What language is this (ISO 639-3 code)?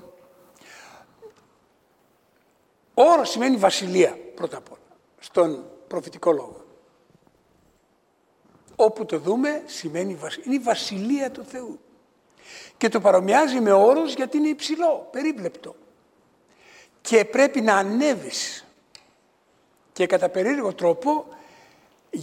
ell